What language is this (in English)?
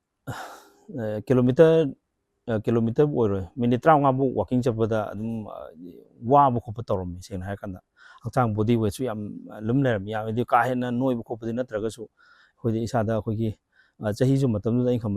Manipuri